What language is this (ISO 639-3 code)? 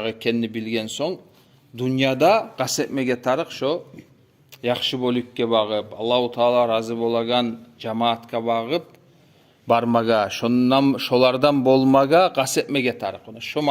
kum